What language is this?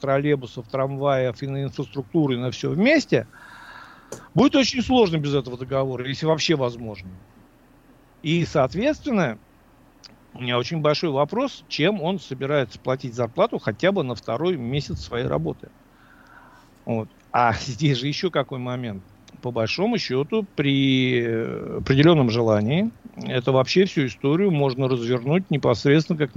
Russian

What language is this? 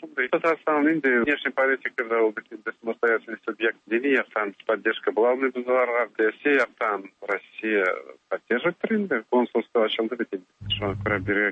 Tatar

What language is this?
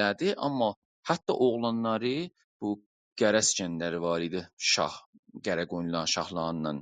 South Azerbaijani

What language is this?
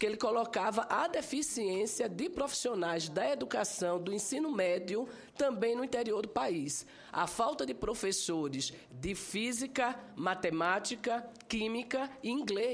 Portuguese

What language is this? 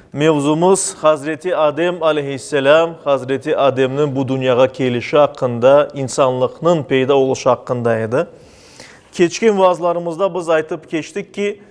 Crimean Tatar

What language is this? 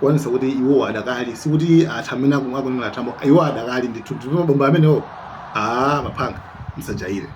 Nyanja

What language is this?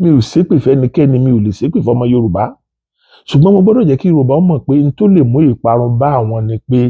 Yoruba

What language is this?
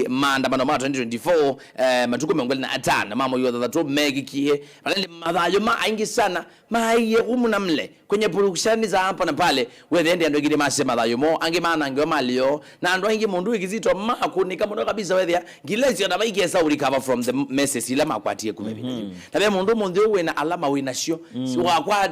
Kamba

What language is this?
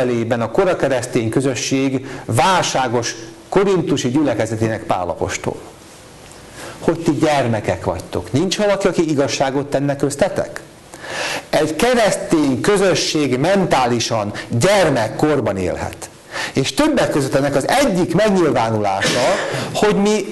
Hungarian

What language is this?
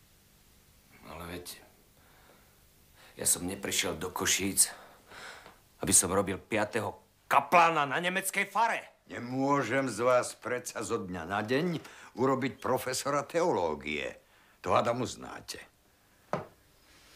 Slovak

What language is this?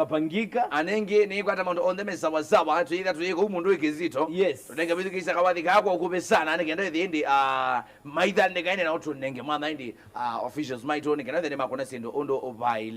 Kamba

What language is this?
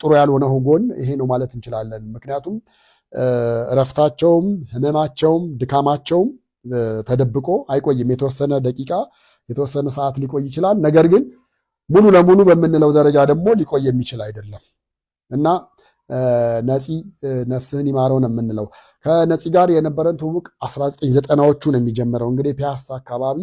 Amharic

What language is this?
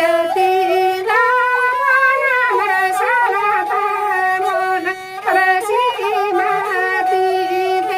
Santali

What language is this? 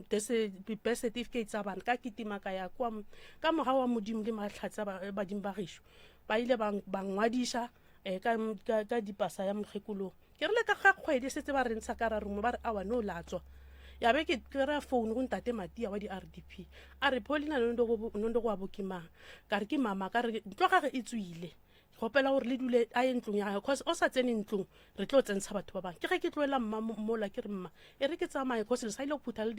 Northern Sotho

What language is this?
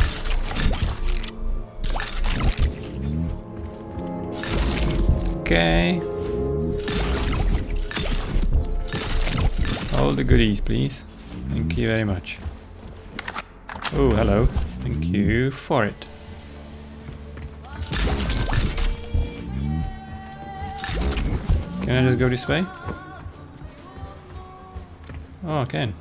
English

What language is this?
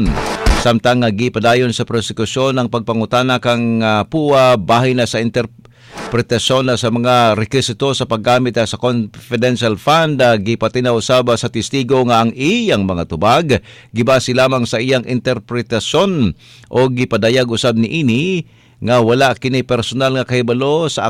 Cebuano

